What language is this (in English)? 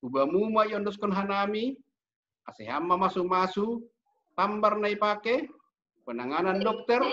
Batak Simalungun